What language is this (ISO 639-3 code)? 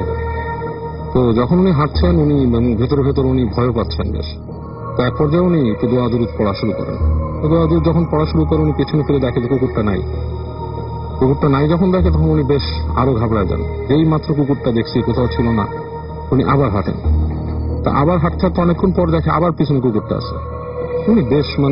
ben